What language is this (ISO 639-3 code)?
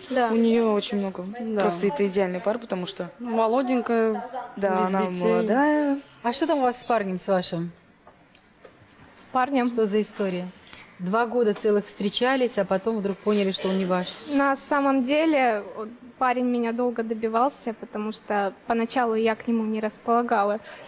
rus